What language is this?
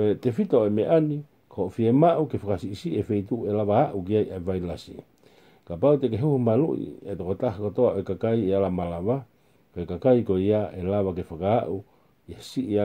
Tongan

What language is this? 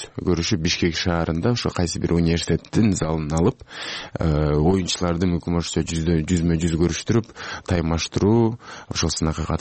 Kyrgyz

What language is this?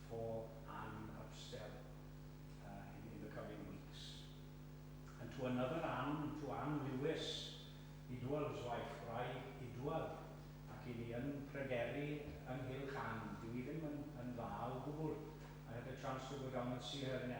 Welsh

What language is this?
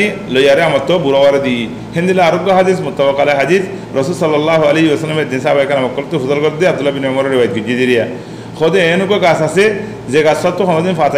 Rohingya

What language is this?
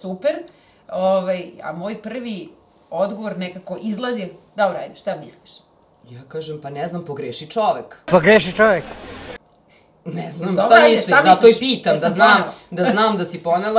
Serbian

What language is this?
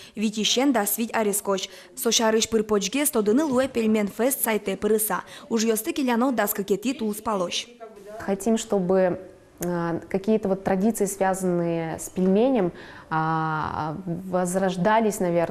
Udmurt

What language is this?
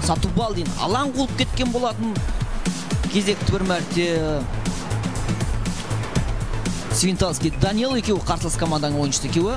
Kazakh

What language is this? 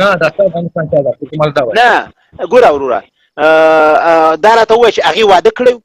Pashto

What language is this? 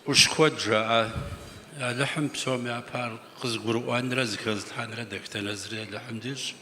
Kabardian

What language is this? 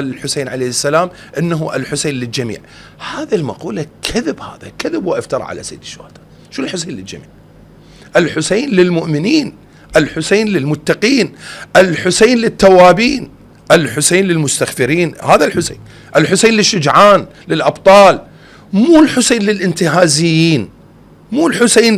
Mesopotamian Arabic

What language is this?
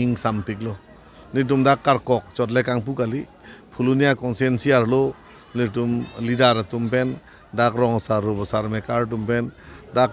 Karbi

